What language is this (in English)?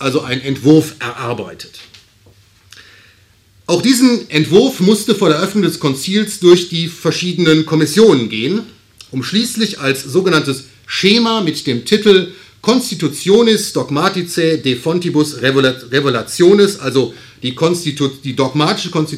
German